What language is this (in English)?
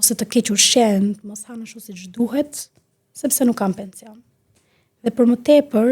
Albanian